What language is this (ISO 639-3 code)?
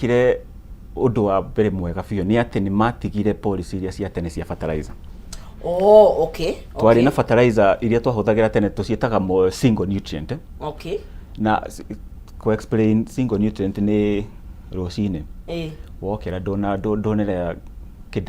kik